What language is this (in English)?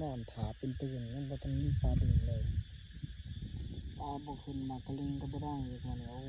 Lao